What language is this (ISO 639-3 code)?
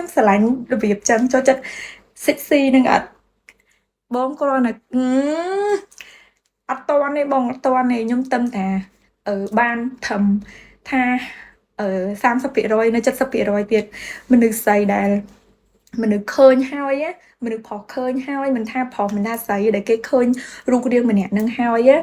khm